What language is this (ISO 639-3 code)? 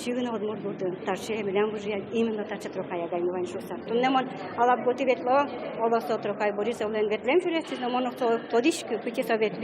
udm